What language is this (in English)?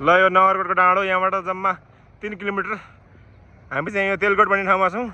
Nepali